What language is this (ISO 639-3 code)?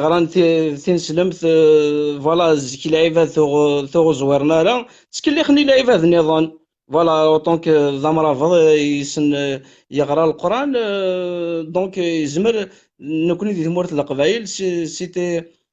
kab